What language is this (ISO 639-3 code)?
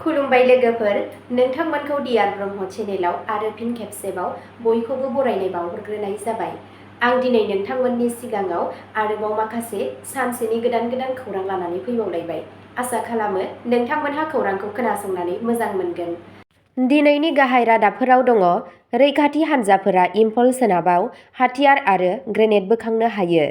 brx